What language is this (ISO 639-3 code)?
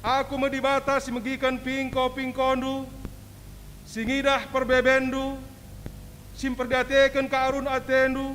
btx